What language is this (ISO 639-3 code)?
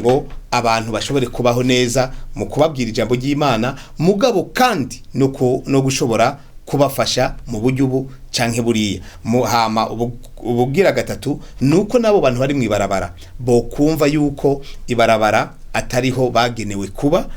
run